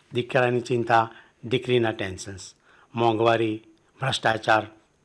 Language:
Gujarati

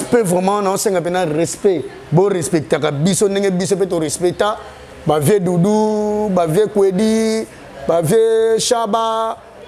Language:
Lingala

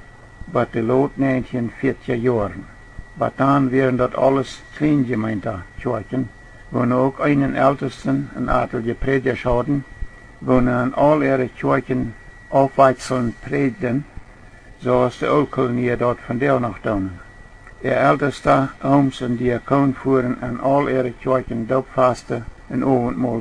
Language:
Plautdietsch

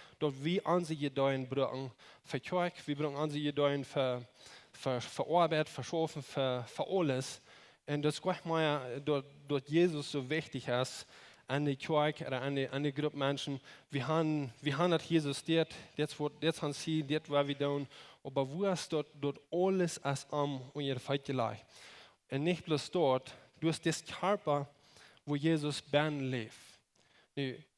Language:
Plautdietsch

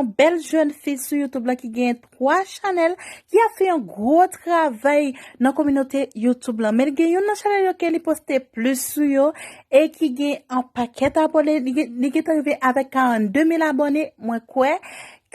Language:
Haitian Creole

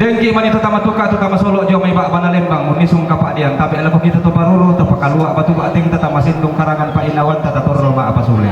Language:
Toraja-Sa'dan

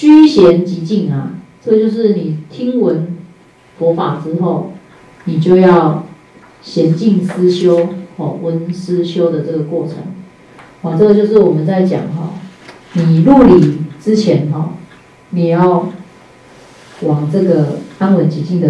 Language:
Chinese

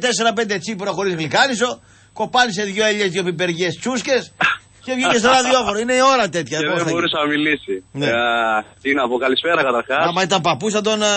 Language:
Greek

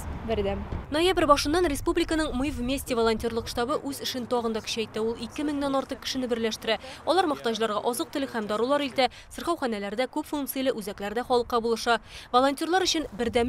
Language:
Tatar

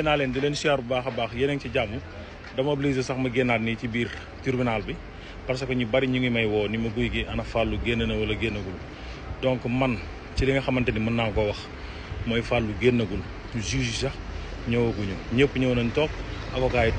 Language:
Wolof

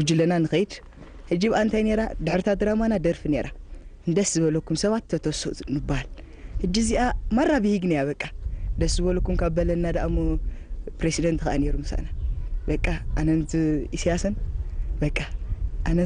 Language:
Tigrinya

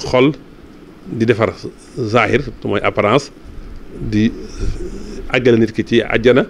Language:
Wolof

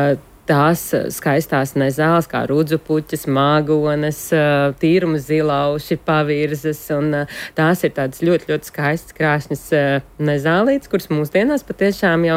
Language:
Latvian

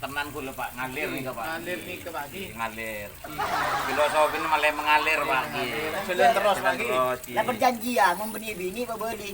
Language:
Madurese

